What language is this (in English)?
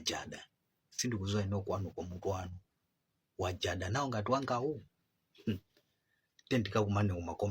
Nyanja